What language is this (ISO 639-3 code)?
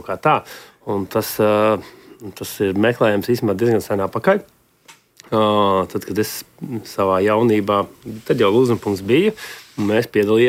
lav